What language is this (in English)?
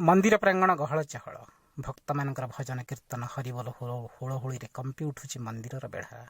Odia